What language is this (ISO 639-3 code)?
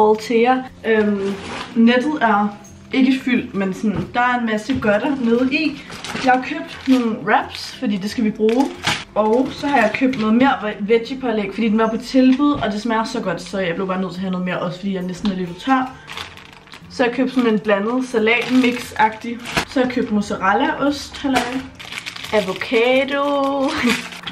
dan